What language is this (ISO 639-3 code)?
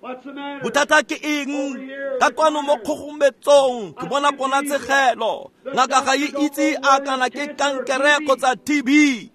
tsn